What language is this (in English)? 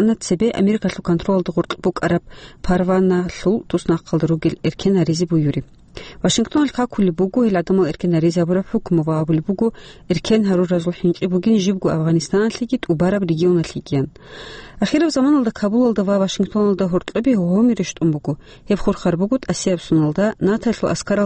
Avaric